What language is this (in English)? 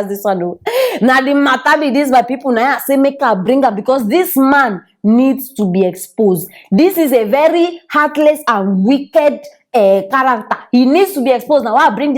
Nigerian Pidgin